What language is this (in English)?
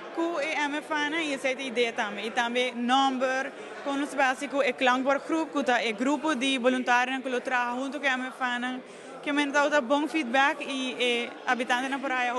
Papiamento